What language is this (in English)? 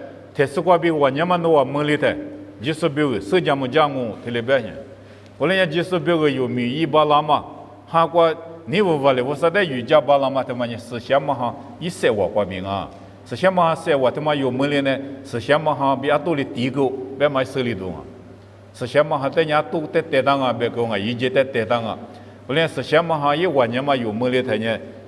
Lisu